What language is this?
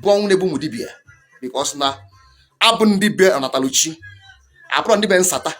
Igbo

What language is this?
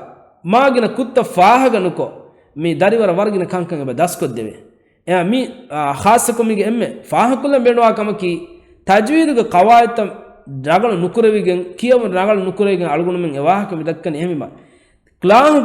Divehi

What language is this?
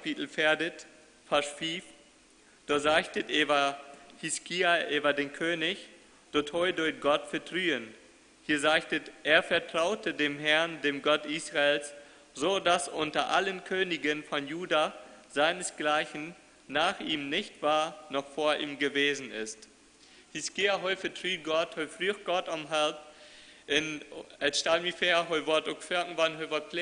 Plautdietsch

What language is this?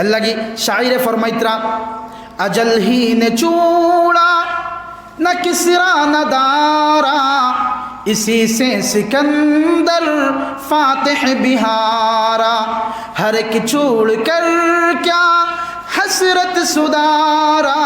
Sylheti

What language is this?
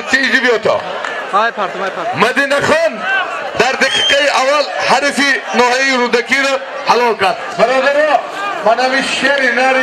Tajik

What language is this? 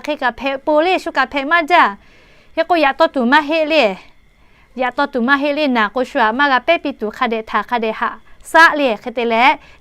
Lahu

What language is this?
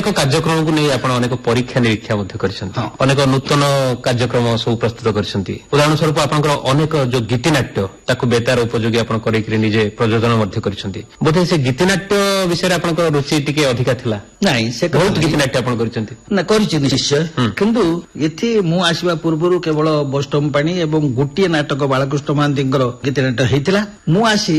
Odia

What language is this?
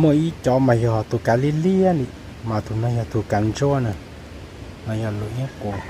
Hmong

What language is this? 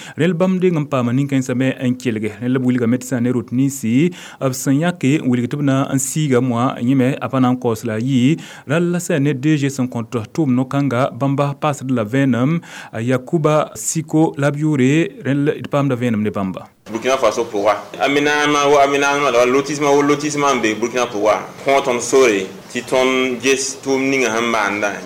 Mossi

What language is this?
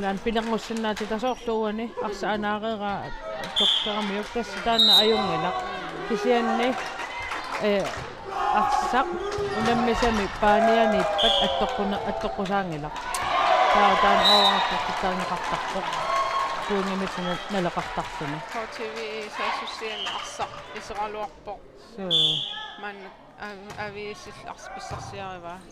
Kalaallisut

